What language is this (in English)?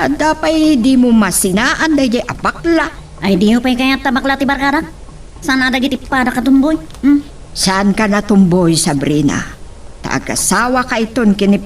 Iloko